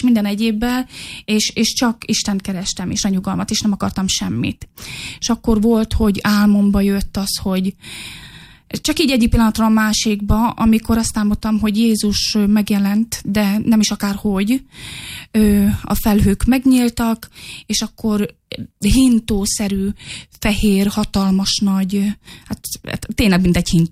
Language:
Hungarian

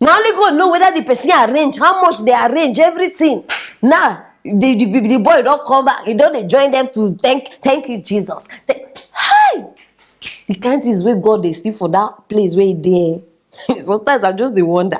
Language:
Nigerian Pidgin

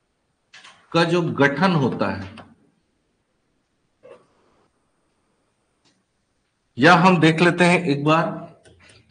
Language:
Hindi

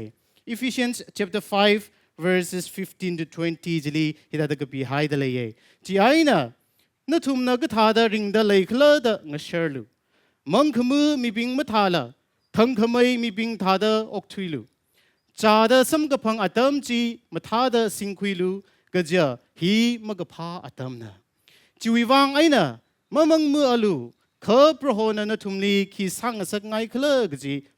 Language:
Tangkhul Naga (India)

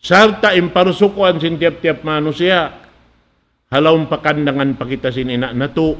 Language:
Tausug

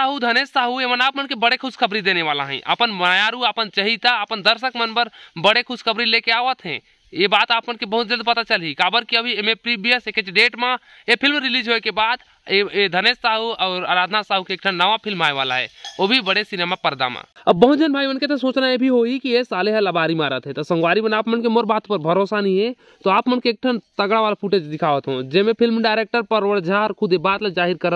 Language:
Chhattisgarhi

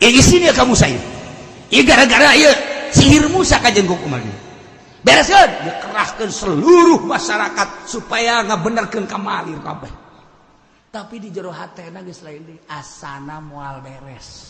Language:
Sundanese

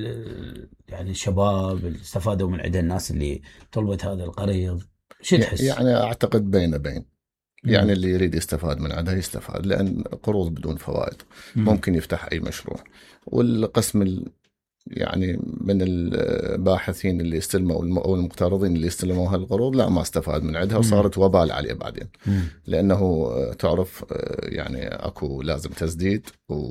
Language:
Mesopotamian Arabic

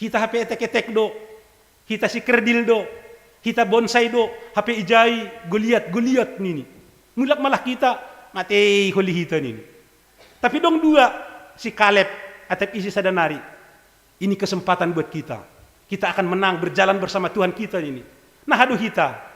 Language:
Batak Simalungun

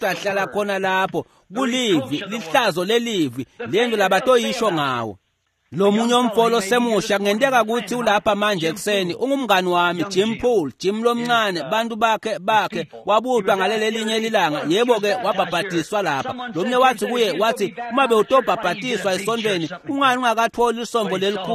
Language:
Swati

